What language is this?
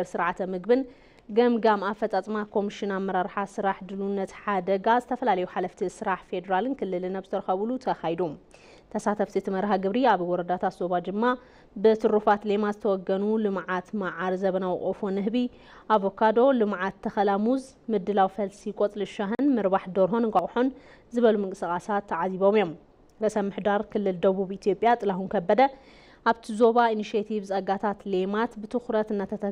Tigrinya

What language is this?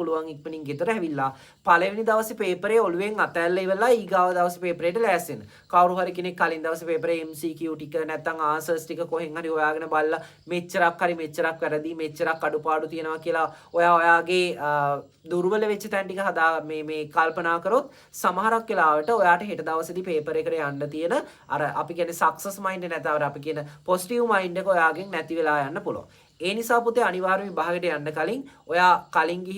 Sinhala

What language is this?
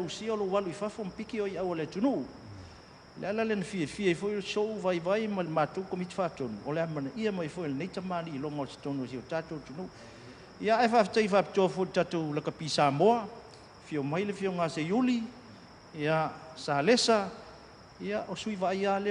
Samoan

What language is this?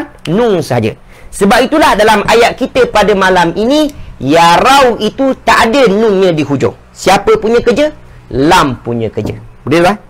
Malay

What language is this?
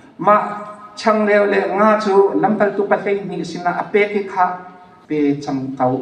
Hakha Chin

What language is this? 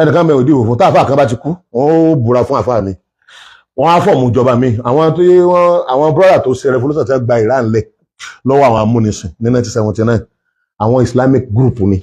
Yoruba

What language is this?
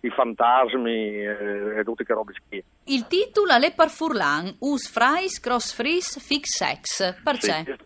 Friulian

